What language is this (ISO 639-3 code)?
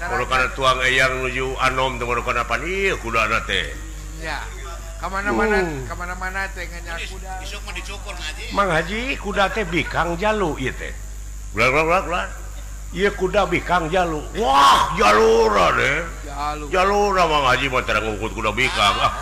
sun